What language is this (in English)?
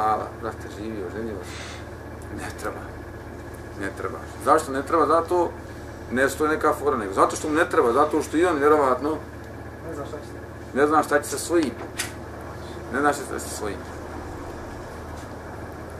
Bosnian